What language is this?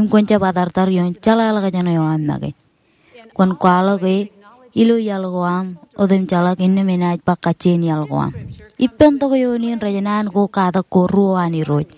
Marshallese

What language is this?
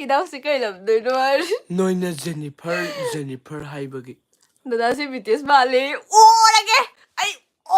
Manipuri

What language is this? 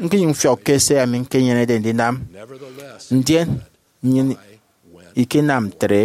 Efik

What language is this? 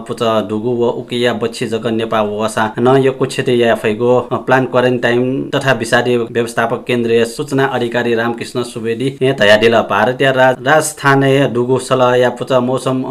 Newari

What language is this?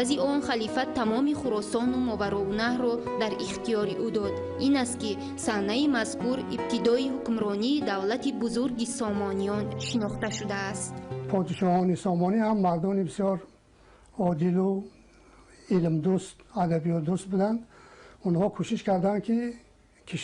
Tajik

